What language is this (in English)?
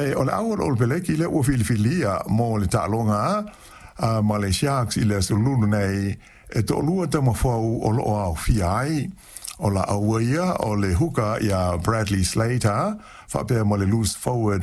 Samoan